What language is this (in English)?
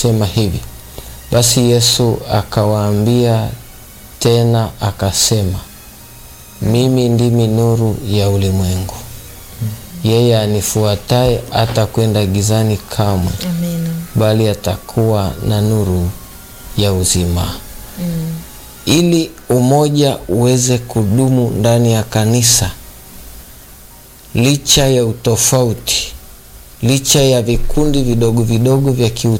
Swahili